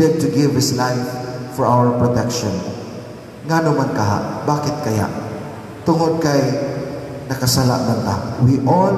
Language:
Cebuano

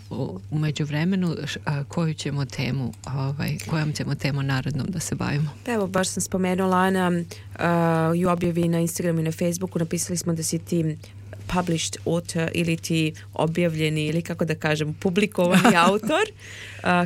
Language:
Serbian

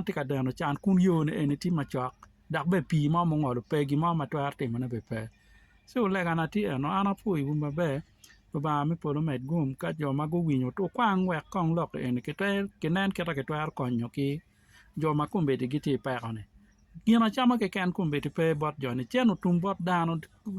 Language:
Acoli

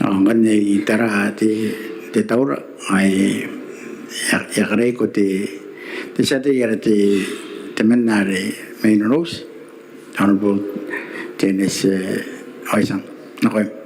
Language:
Gilbertese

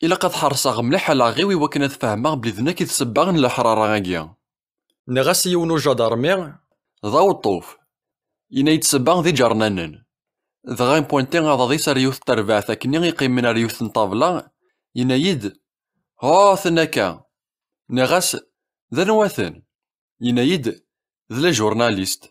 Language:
Kabyle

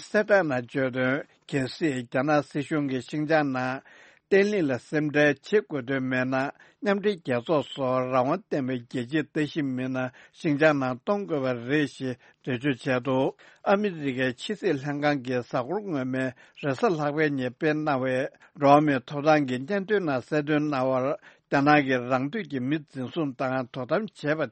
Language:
Tibetan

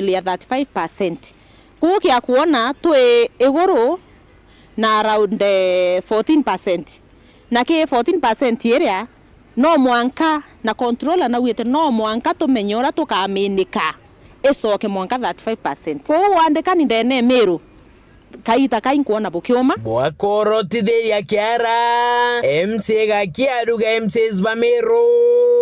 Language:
Meru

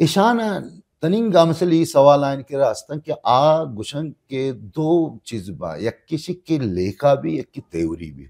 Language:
Baluchi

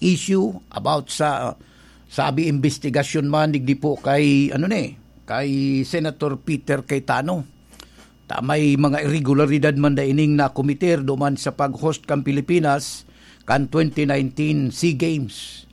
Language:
Bikol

